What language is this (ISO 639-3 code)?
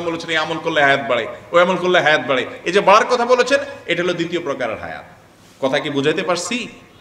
ben